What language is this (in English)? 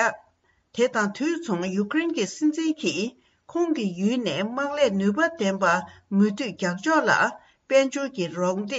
Tibetan